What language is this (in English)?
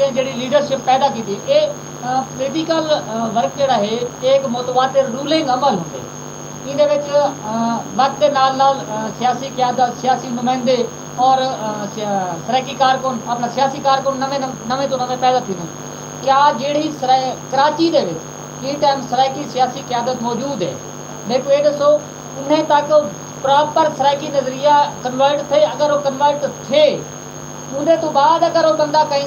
Saraiki